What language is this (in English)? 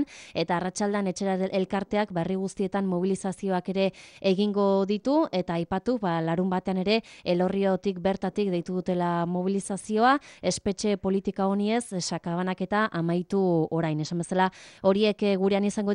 Basque